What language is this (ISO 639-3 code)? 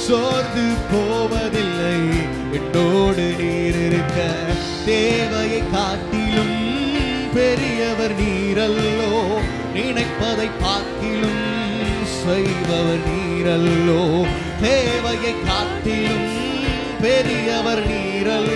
tam